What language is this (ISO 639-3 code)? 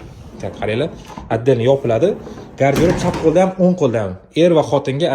uzb